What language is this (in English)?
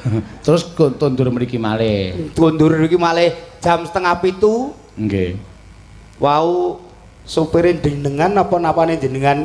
Javanese